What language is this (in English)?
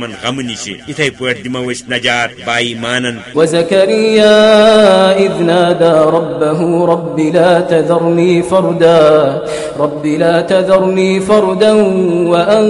Kashmiri